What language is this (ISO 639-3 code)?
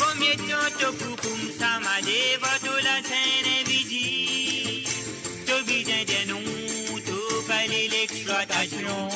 mfe